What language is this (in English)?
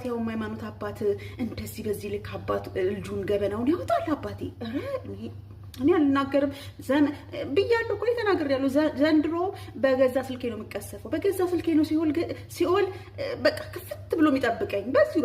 Amharic